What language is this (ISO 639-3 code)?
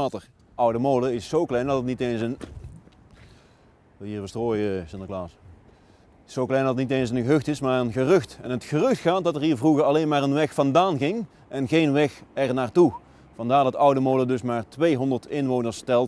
nld